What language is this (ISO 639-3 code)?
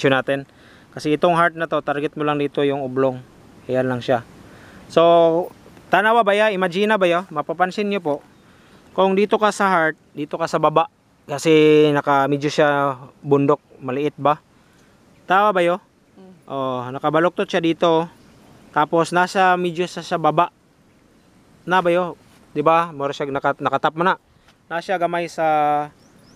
fil